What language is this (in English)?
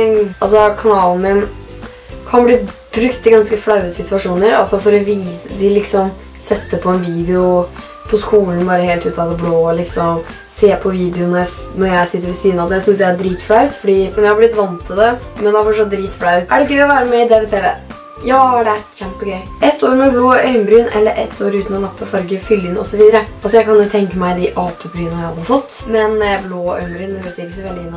Norwegian